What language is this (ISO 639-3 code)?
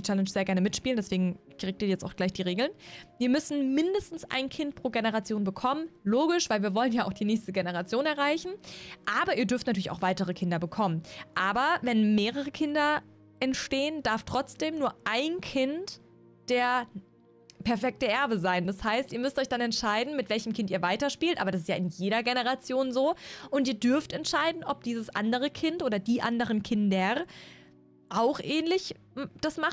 deu